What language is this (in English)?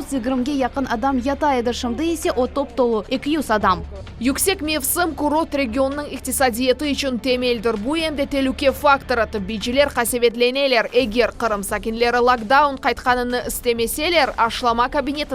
Crimean Tatar